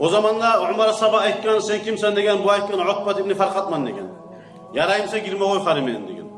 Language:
Kumyk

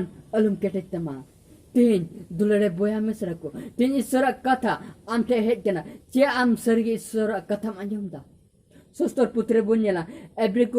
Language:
Santali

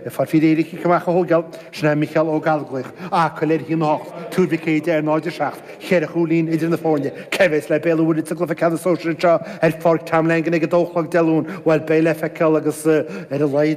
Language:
Irish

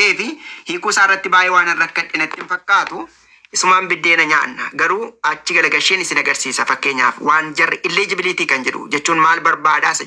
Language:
Oromo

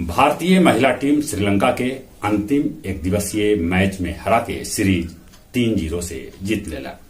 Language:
Magahi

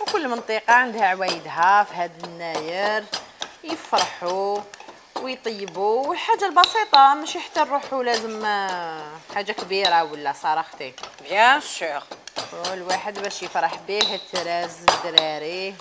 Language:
Algerian Arabic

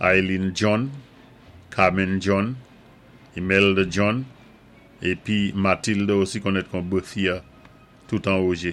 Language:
Saint Lucian Creole French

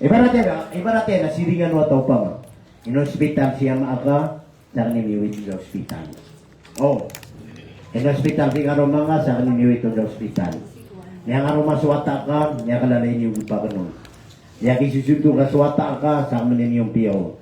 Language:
Maranao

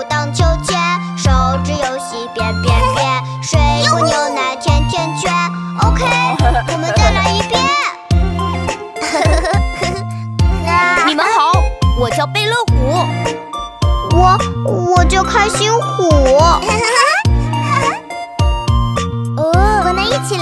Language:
Chinese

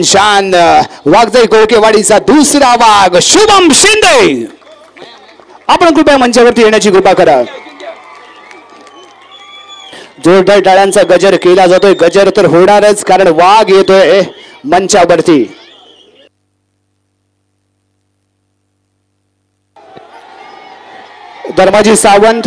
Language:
Marathi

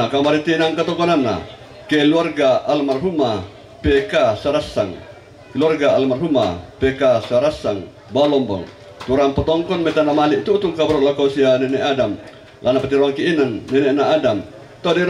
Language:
Toraja-Sa'dan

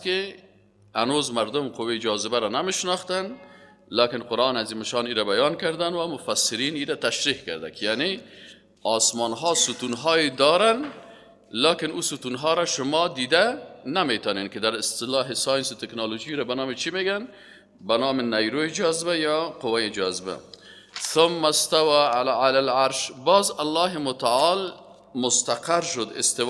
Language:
Persian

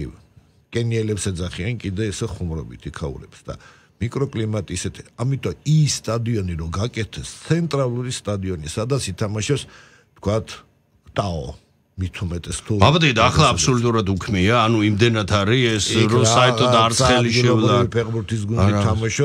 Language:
Georgian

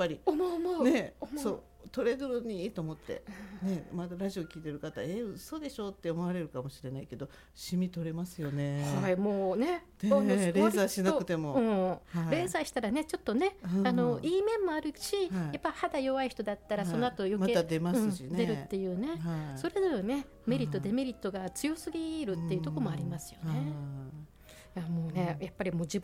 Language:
Japanese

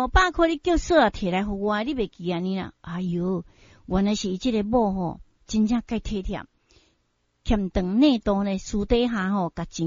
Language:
Min Nan Chinese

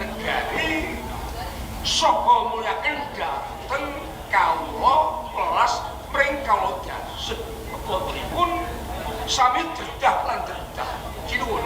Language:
Javanese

